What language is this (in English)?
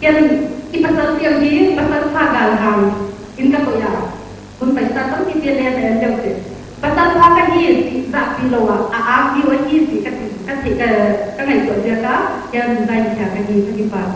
Paite Chin